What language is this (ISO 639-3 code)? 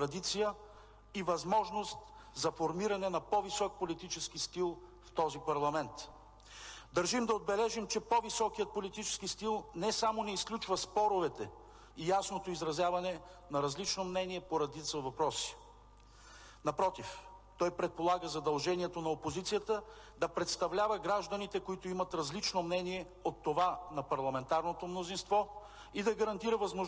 bul